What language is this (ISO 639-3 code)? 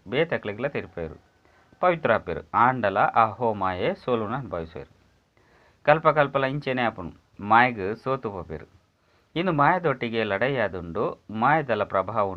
tcy